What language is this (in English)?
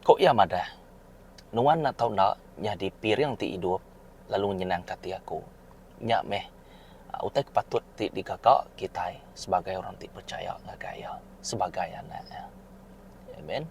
Iban